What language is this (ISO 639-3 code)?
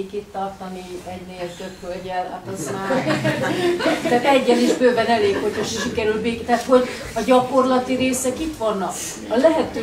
hun